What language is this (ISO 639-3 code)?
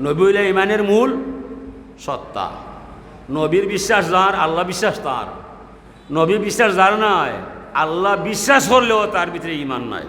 syl